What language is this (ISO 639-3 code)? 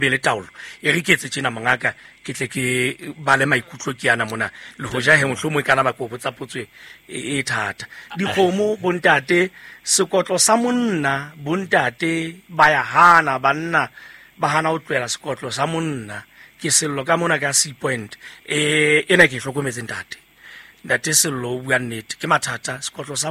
sot